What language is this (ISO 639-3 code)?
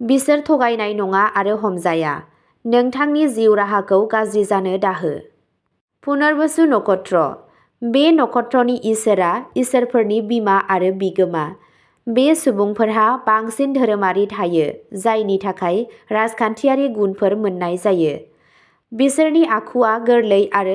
brx